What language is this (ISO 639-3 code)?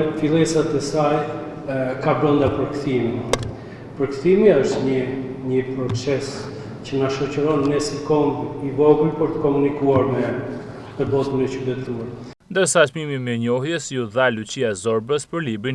sqi